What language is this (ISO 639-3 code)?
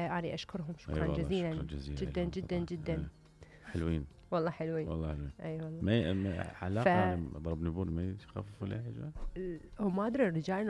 acm